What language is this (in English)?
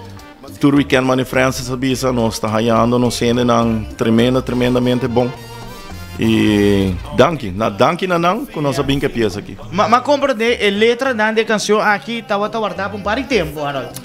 Papiamento